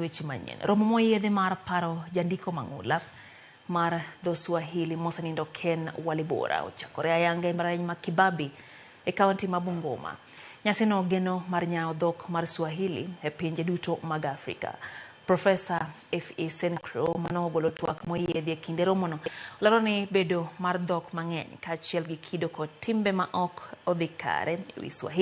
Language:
Luo (Kenya and Tanzania)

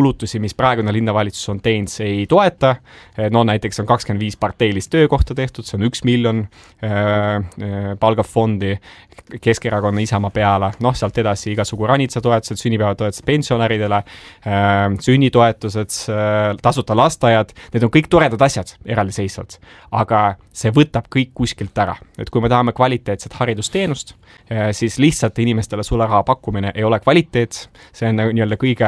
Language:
Estonian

